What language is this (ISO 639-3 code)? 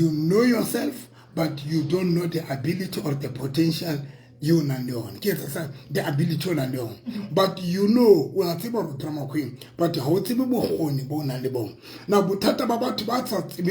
sot